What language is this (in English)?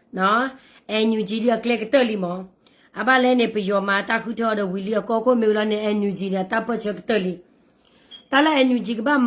S'gaw Karen